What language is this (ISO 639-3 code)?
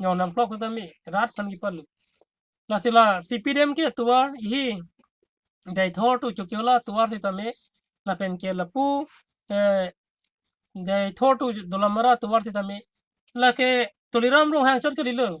mjw